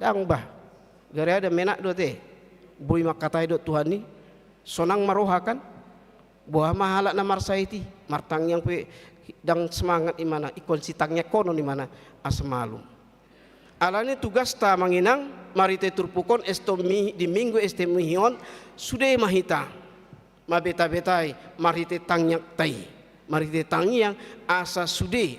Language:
Batak Toba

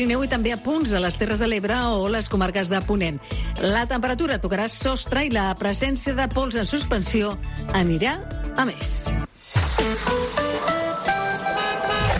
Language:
Catalan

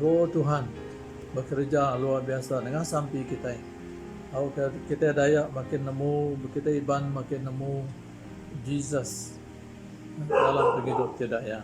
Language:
Iban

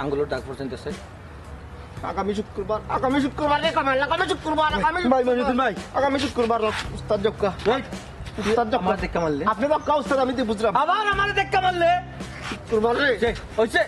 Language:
Sylheti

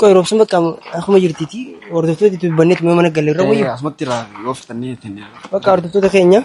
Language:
Oromo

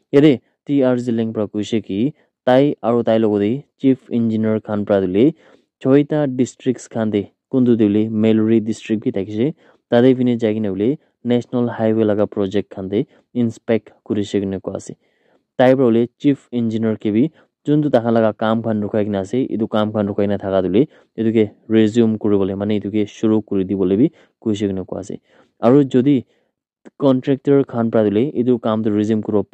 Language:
Naga Pidgin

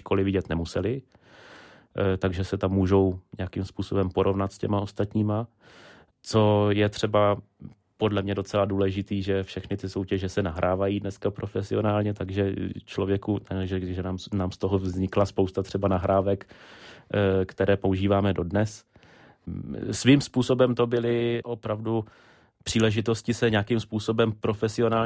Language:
Czech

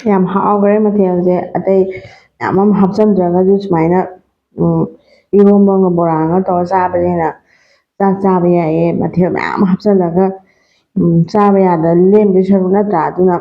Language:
Manipuri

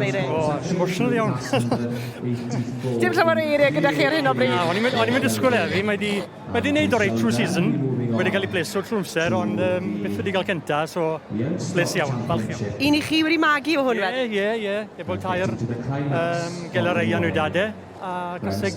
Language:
Welsh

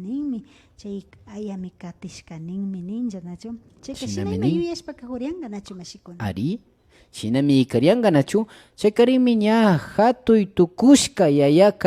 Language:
Imbabura Highland Quichua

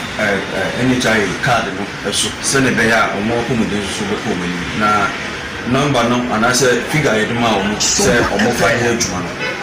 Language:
Akan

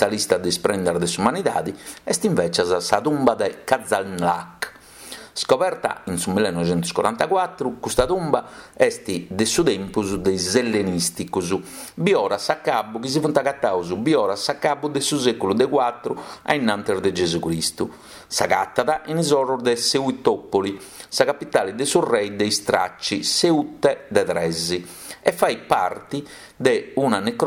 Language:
Sardinian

